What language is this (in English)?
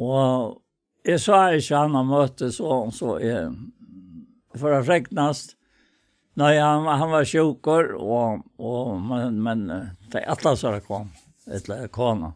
Faroese